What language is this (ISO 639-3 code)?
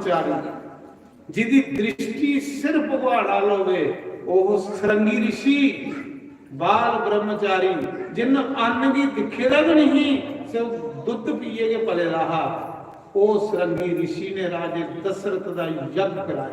doi